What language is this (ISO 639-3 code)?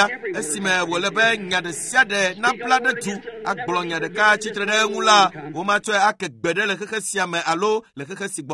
ewe